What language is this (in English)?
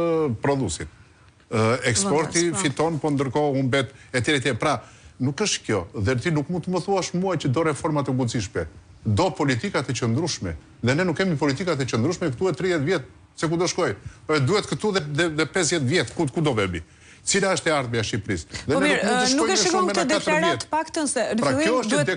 Albanian